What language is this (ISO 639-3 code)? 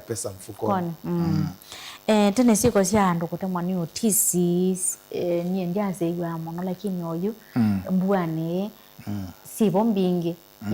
kam